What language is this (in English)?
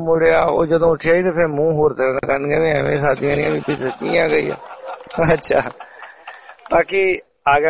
Punjabi